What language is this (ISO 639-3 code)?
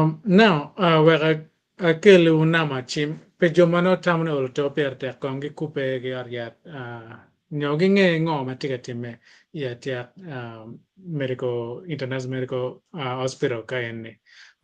ach